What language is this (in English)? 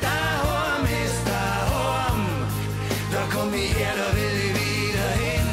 Bavarian